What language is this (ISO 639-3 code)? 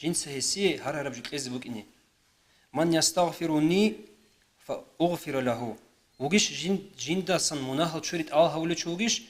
ava